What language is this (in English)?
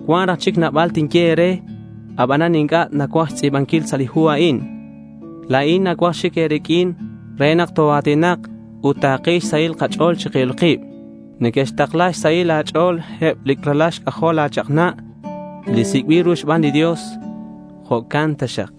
Kekchí